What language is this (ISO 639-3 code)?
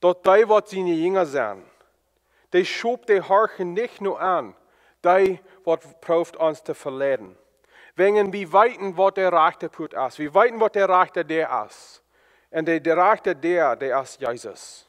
pdt